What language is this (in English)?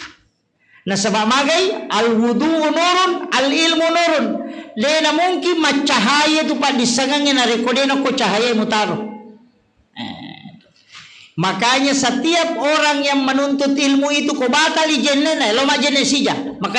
Buginese